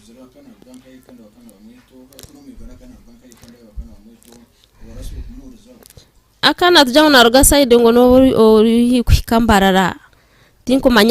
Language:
Nyankole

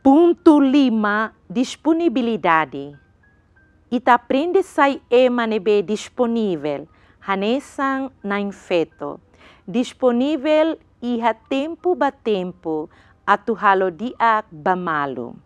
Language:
Tetum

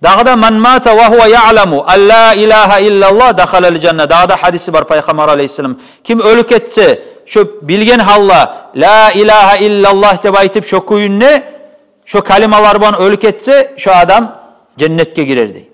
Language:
Kumyk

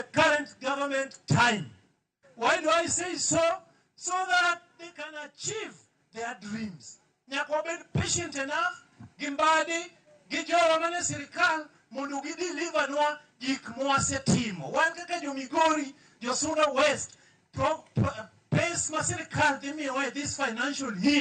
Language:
Luo (Kenya and Tanzania)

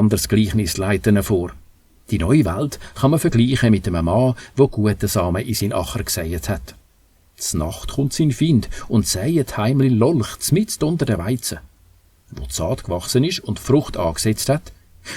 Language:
Swiss German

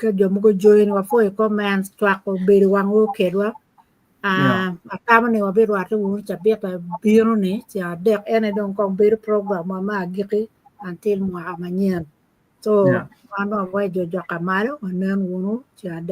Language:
Acoli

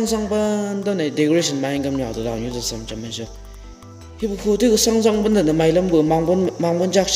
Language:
Chang Naga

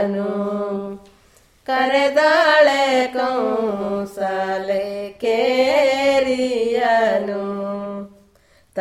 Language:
Kannada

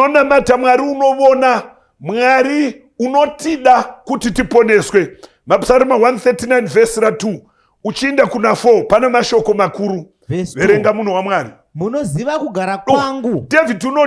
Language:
Shona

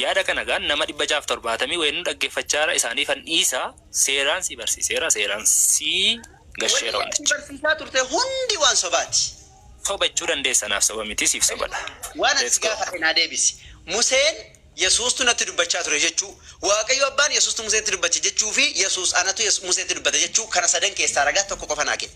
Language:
Oromo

